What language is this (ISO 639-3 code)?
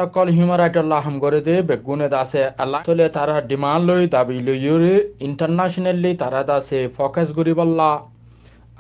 rhg